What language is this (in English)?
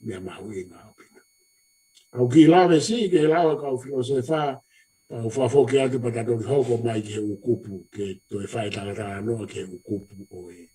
Tongan